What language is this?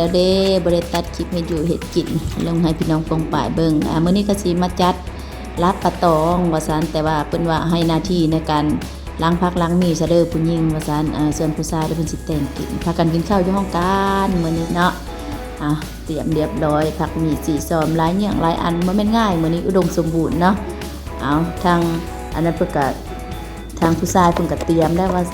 Lao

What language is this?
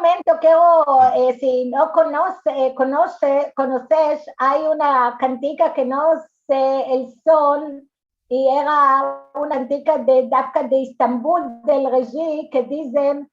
Ladino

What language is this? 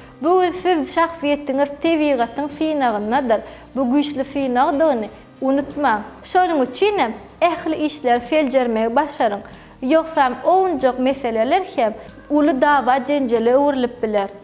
Turkmen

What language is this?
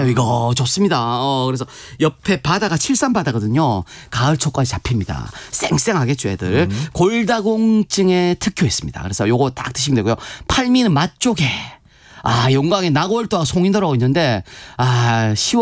Korean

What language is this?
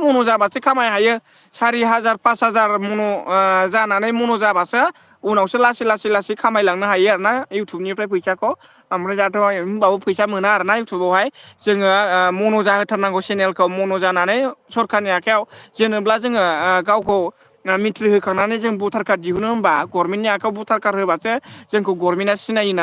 Bodo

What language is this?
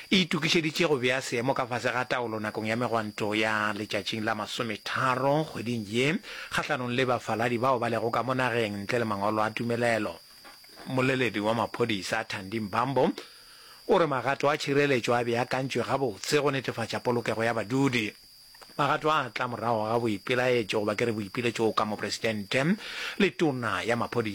Northern Sotho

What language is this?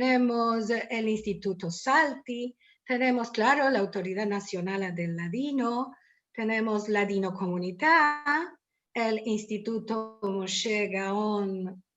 Ladino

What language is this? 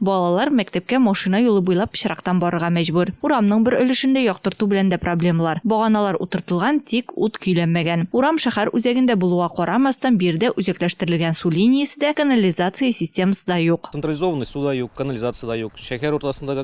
Tatar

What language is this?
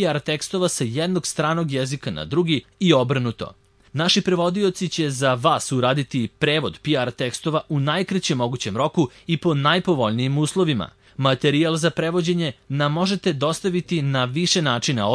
Serbian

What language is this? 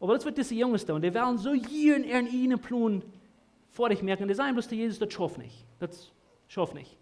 Plautdietsch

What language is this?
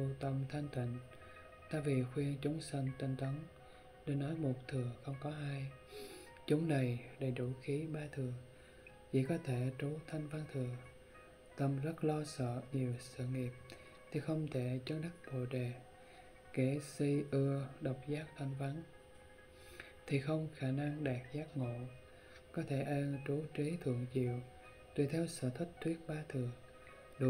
Vietnamese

